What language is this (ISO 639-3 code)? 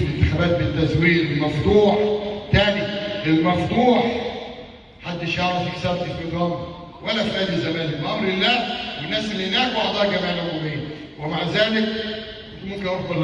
arz